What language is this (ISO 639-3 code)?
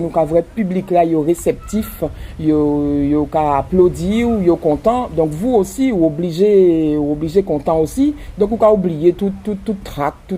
gcf